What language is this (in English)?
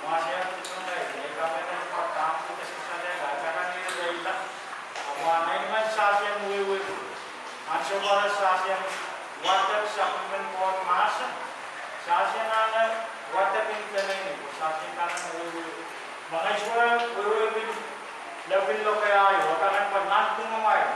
Pohnpeian